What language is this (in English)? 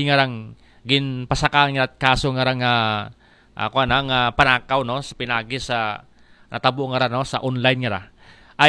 Aklanon